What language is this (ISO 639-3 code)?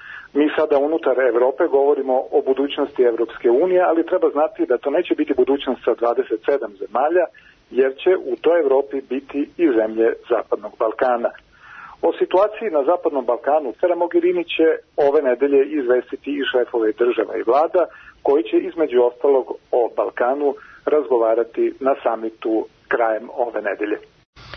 srp